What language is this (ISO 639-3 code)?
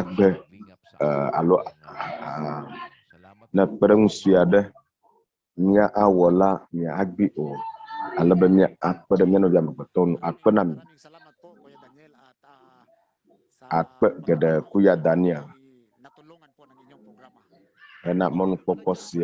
ewe